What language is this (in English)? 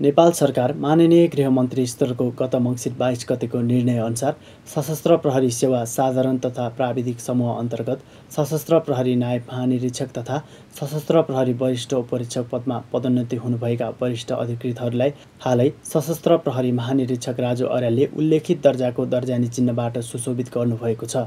Nepali